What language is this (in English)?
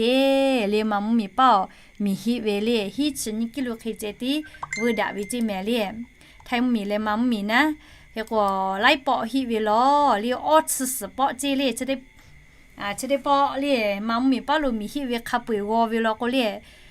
Lahu